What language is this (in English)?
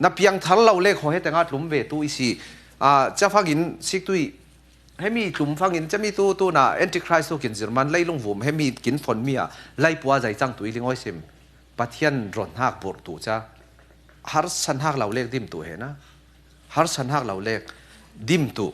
Falam Chin